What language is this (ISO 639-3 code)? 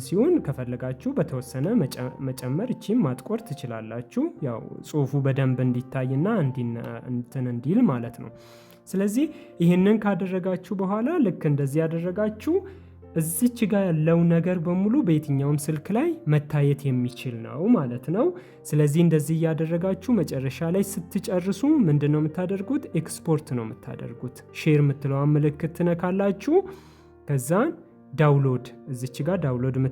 amh